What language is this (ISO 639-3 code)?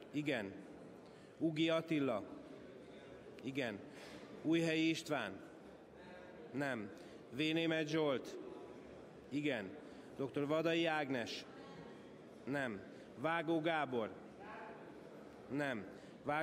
hun